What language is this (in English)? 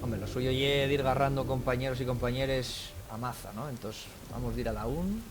Asturian